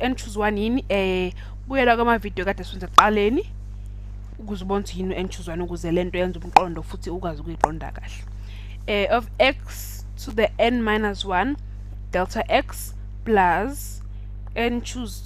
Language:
Zulu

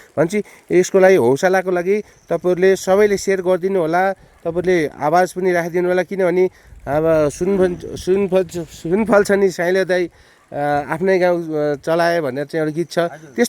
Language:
Nepali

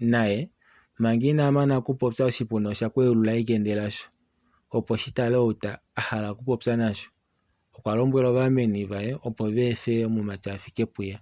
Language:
Kuanyama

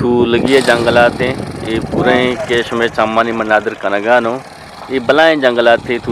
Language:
Eastern Balochi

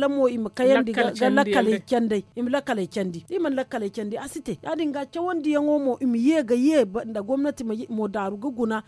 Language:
Zarma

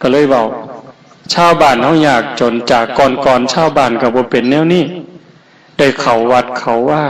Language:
Northeastern Thai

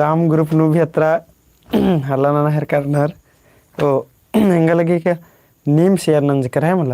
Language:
Kurukh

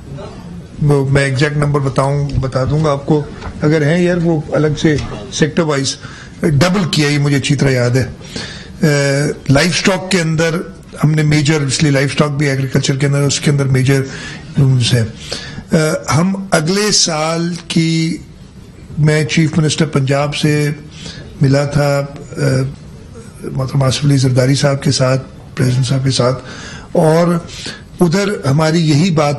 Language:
Urdu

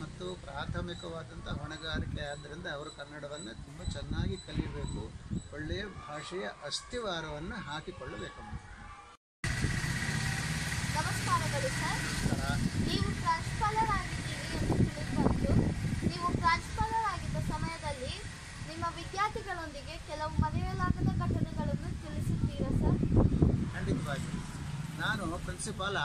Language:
Kannada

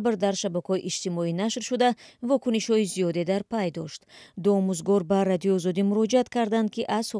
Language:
Tajik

